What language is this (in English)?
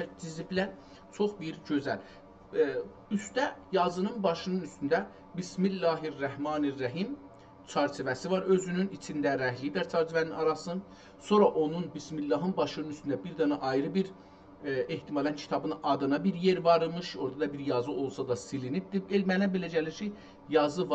South Azerbaijani